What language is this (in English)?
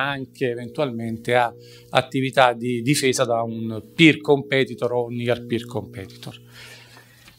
Italian